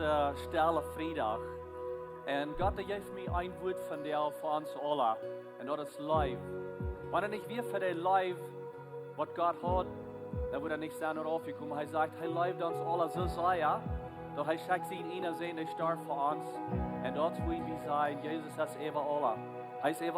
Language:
Plautdietsch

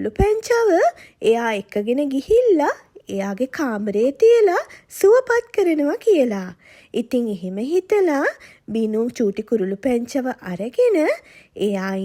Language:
Sinhala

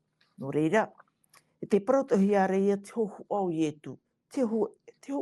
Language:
Tahitian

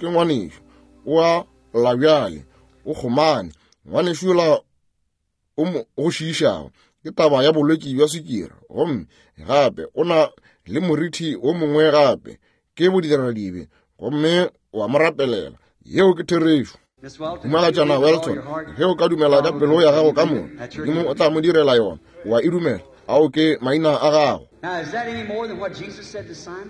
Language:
Northern Sotho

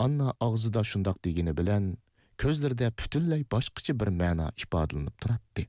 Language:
Uyghur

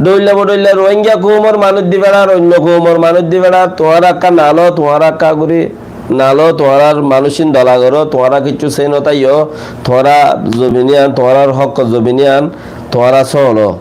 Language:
Rohingya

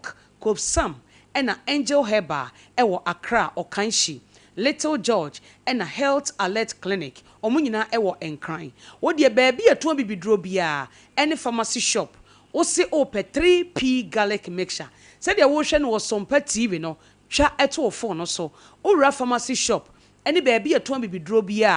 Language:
Akan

